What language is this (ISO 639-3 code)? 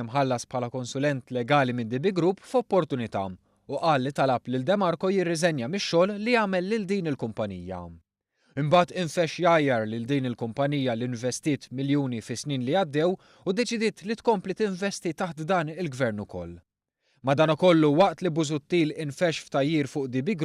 mlt